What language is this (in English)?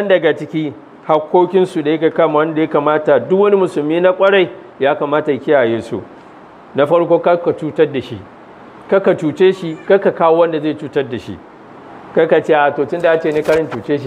Hausa